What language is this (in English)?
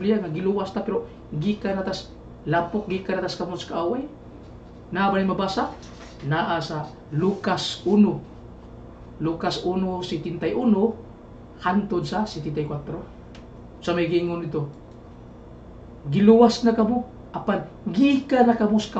Cebuano